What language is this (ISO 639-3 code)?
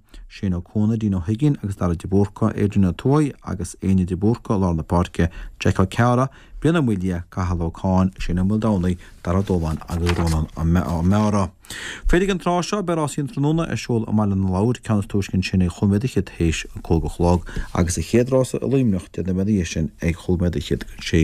gle